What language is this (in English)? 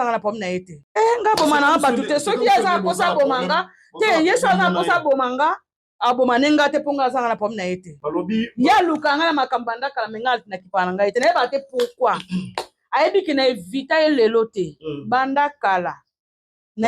Lingala